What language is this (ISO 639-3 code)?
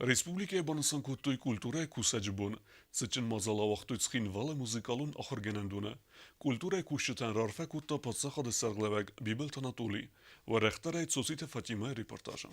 oss